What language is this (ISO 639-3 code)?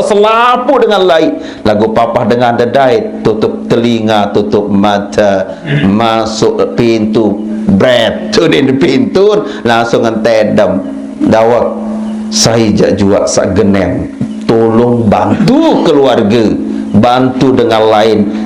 sas